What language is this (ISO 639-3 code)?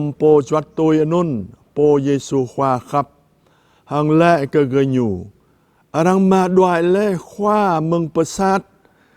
jra